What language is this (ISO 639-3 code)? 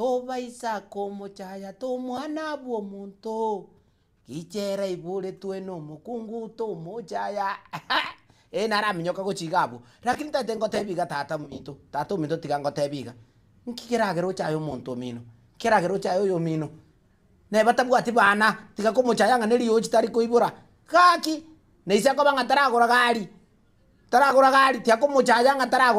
guz